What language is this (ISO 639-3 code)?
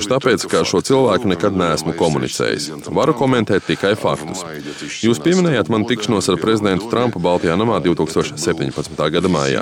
lav